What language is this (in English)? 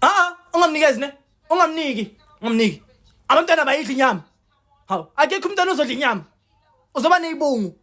Zulu